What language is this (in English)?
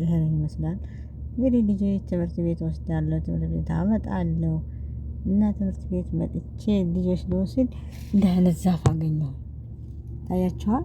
Amharic